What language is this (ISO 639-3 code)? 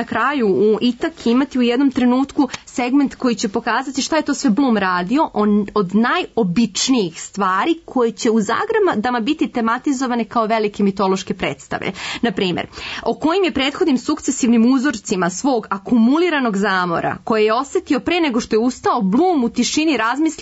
srp